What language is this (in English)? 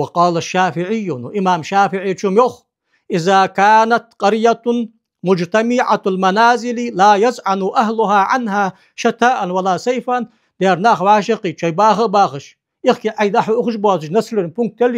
Ingush